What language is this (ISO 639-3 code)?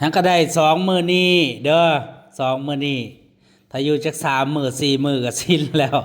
tts